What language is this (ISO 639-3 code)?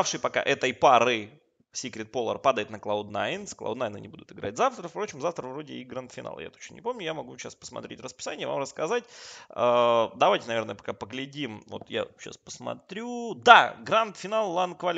rus